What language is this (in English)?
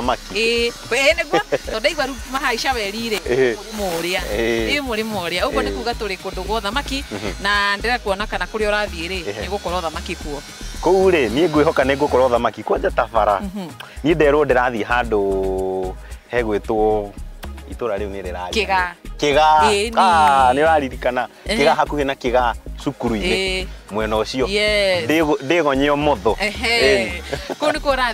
Kikuyu